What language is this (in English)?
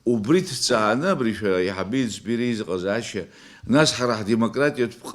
Abkhazian